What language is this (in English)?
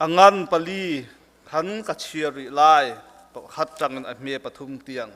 Hakha Chin